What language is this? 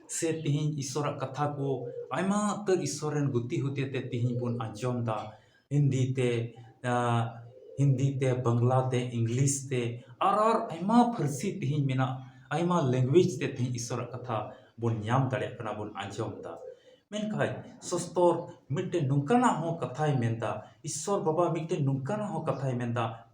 Santali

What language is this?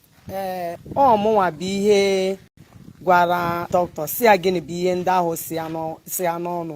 Igbo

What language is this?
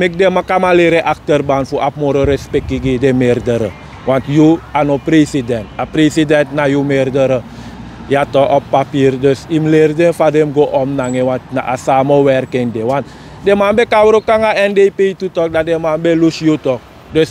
Sranan Tongo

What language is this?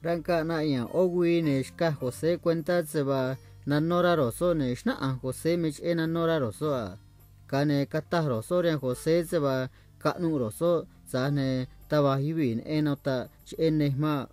Copala Triqui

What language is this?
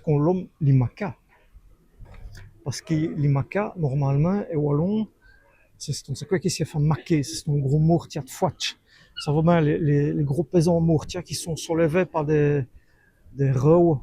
Walloon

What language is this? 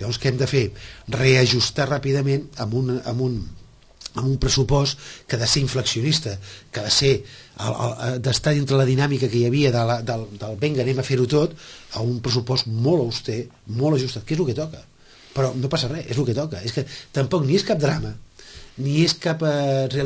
Catalan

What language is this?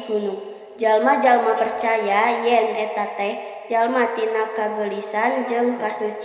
Sundanese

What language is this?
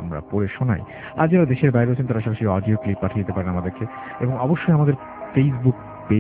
Bangla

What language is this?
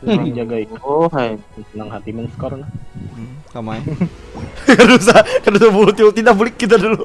Banjar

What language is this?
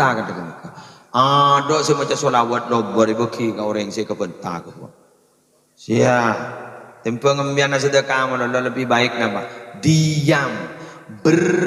Madurese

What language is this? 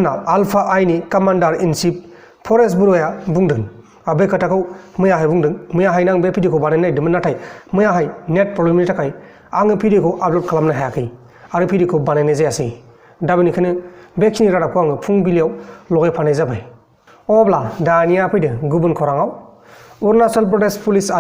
Bodo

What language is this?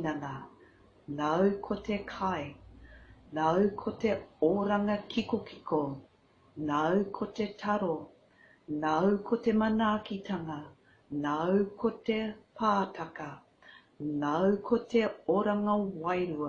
Māori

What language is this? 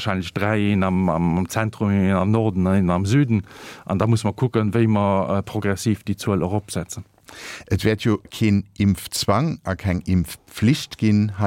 Luxembourgish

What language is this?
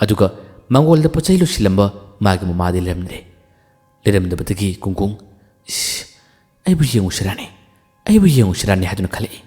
Manipuri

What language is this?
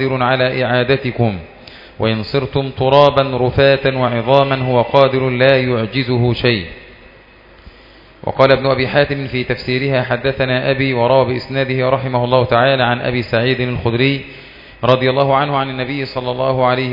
Arabic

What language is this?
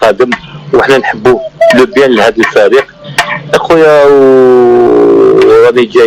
Algerian Arabic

